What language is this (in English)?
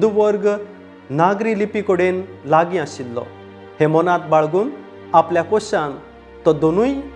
Konkani